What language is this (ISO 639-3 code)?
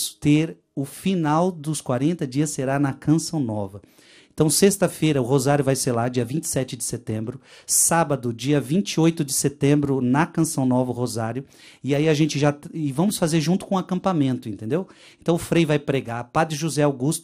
por